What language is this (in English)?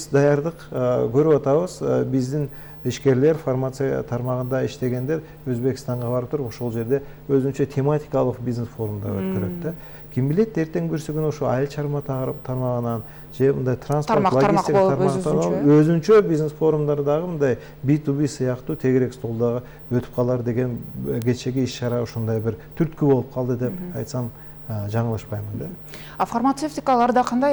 Kyrgyz